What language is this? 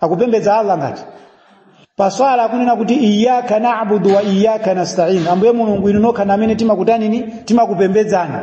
Nyanja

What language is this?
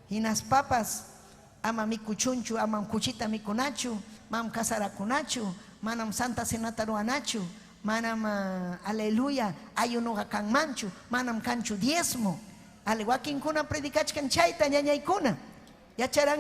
Ayacucho Quechua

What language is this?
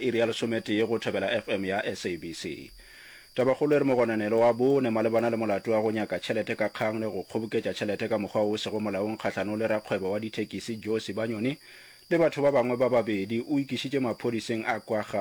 Northern Sotho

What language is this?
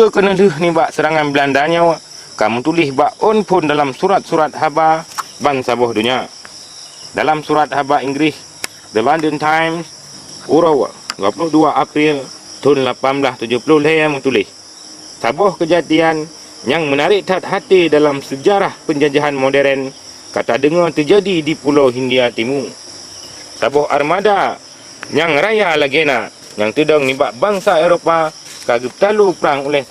Achinese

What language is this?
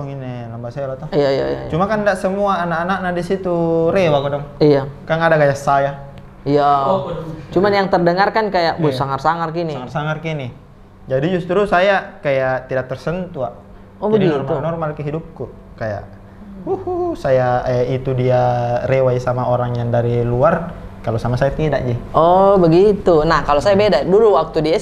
Makassar Malay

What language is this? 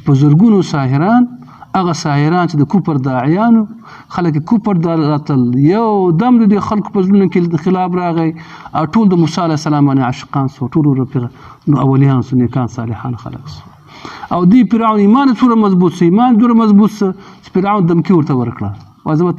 Pashto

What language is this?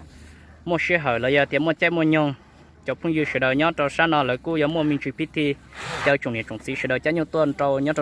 Hmong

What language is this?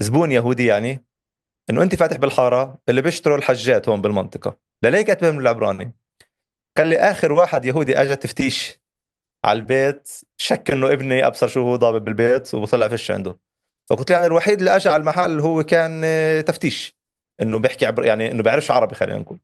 North Levantine Arabic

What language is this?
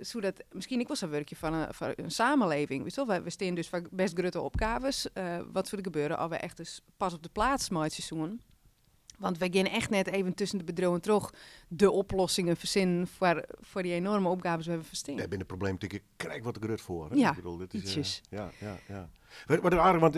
Western Frisian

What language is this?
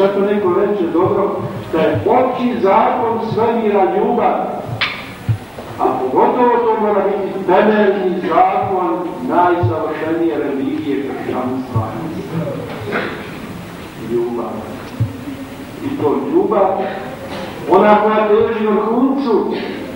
Croatian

